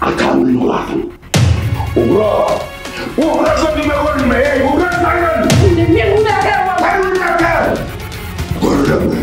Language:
Turkmen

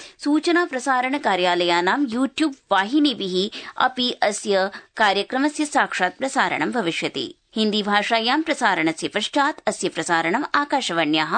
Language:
Sanskrit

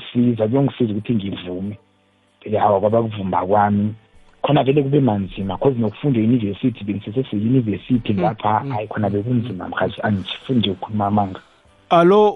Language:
South Ndebele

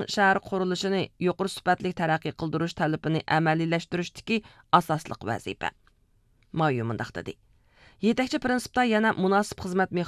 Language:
Uyghur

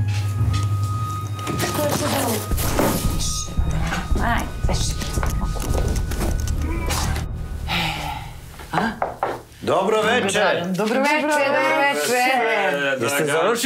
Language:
Serbian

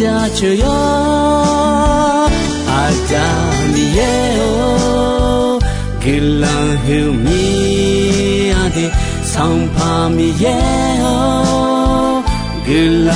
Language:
Akha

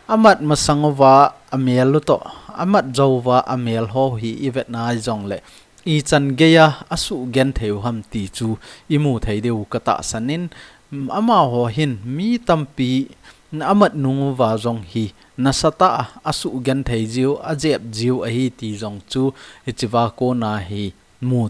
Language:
Thado Chin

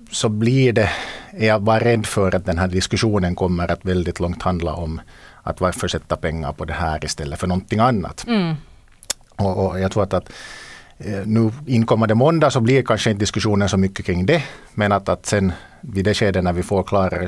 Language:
Swedish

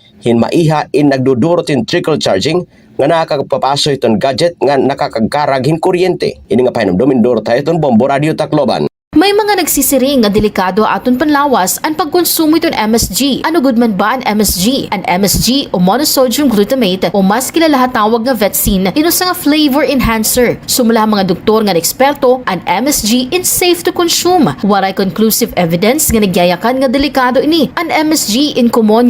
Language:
Waray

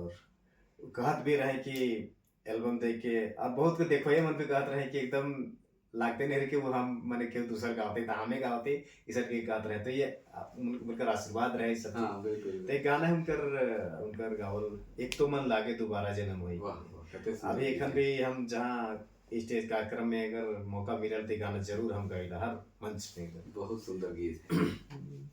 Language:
Sadri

